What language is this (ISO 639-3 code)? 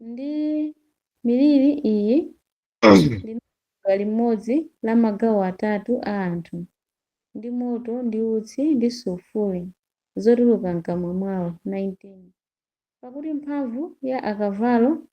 nya